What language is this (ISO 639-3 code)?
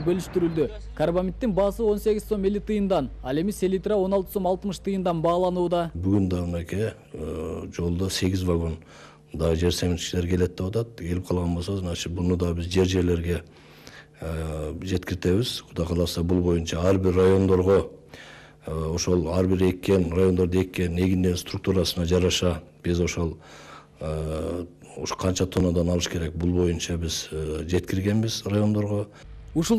kir